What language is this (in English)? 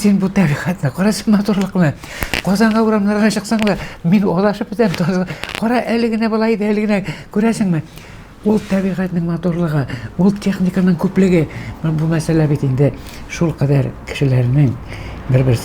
Tatar